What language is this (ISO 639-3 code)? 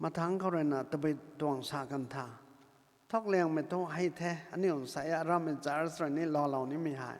nbu